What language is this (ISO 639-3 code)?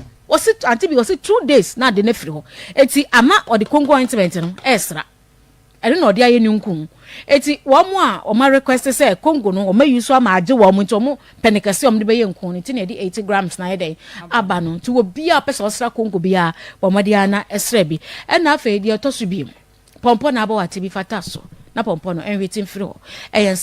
aka